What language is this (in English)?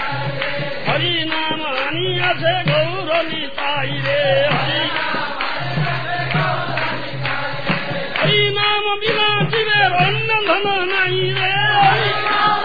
Bangla